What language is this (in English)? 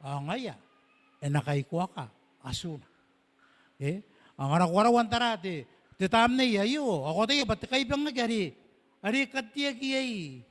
Gilbertese